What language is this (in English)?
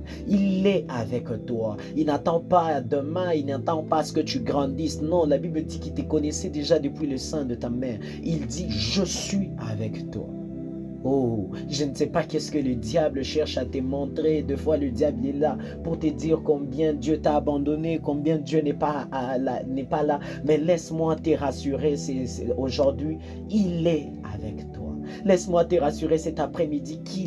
French